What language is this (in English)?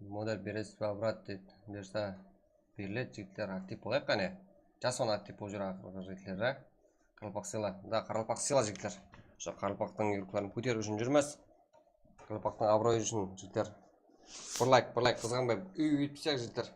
Kara-Kalpak